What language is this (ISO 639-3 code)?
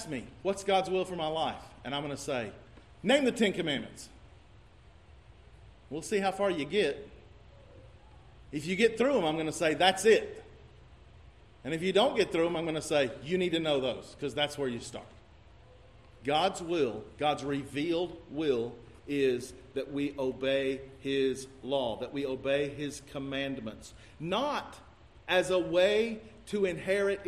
eng